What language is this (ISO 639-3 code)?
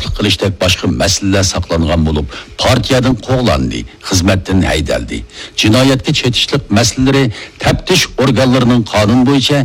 uig